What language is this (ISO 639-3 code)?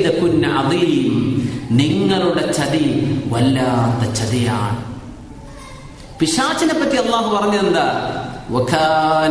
mal